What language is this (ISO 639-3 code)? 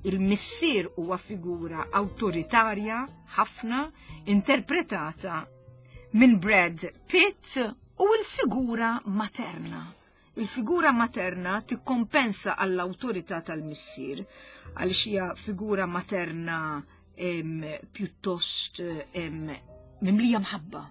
mlt